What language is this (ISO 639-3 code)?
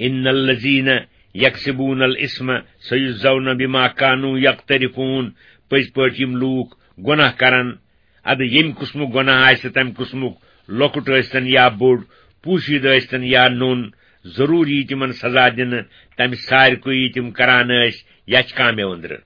kas